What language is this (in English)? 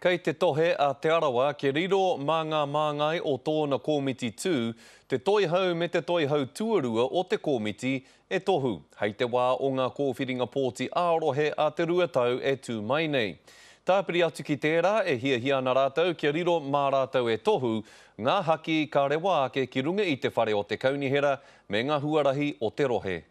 Māori